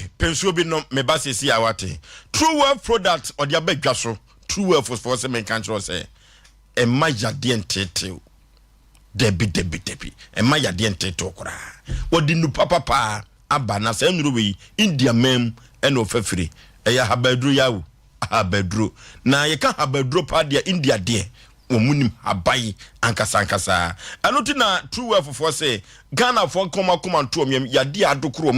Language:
Akan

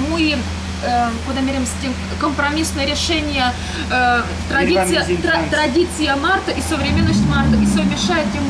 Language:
Erzya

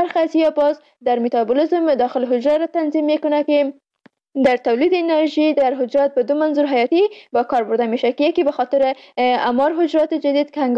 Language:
Persian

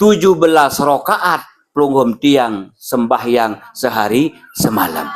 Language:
Sasak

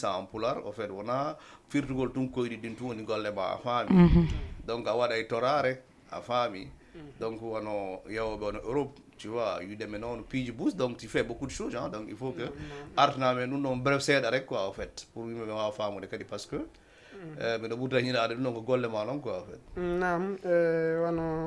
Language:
Fula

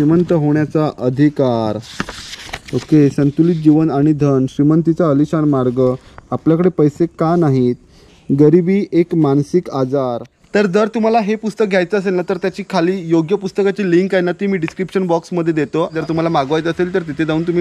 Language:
Marathi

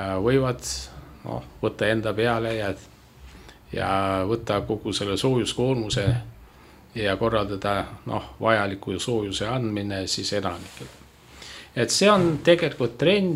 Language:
Estonian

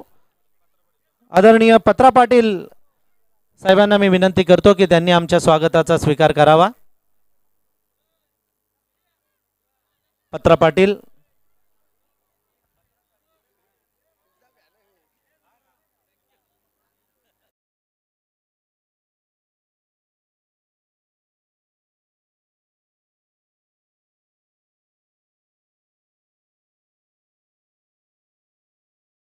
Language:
Marathi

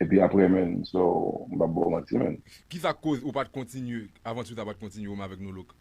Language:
Haitian Creole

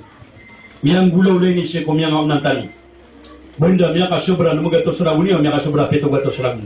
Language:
Maranao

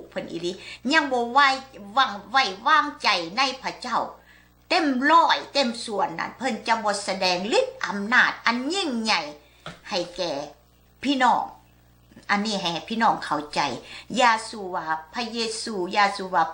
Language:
Lao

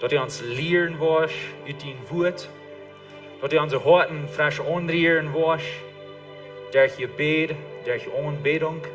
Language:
Plautdietsch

